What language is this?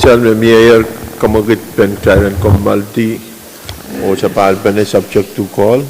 Pohnpeian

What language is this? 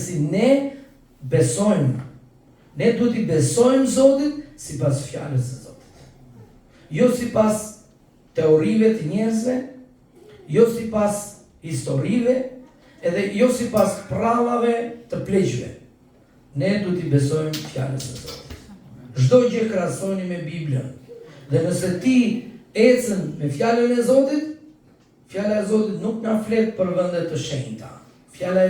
Albanian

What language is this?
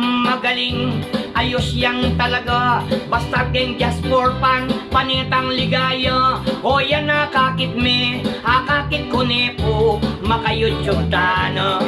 Pampanga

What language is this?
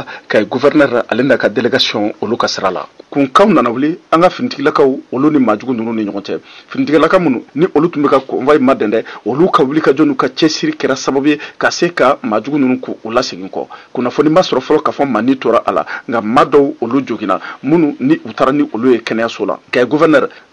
Bambara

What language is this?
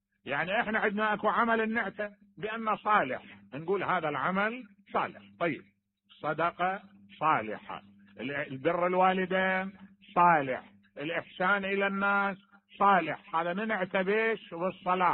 Mesopotamian Arabic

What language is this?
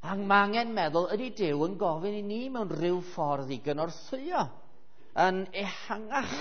Welsh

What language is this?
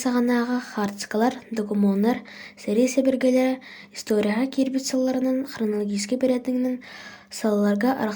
Yakut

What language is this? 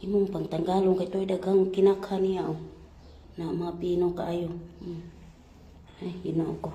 Cebuano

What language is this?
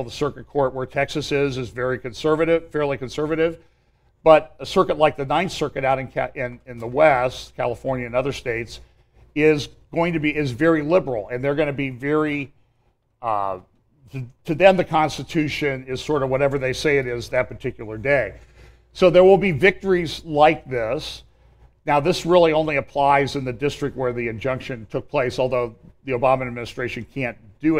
English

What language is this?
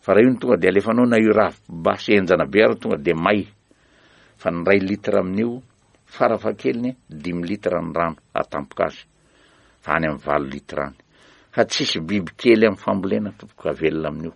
Malagasy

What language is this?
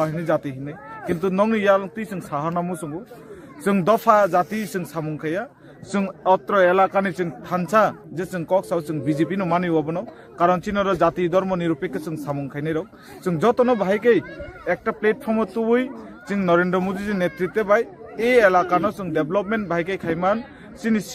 Kok Borok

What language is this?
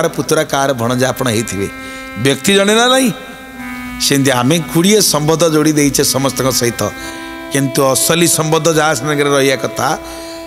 Odia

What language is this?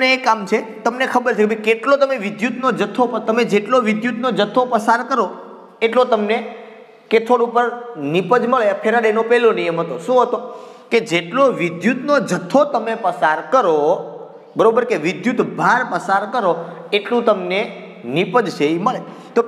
Gujarati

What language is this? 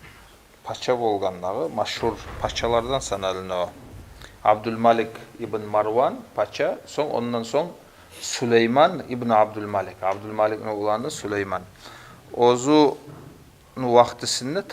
Kumyk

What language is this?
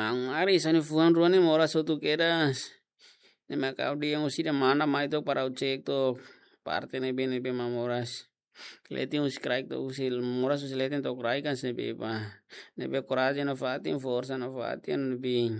Tetum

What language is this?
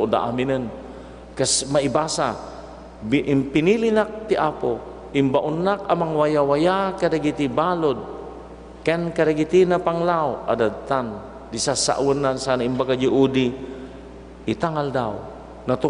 Iloko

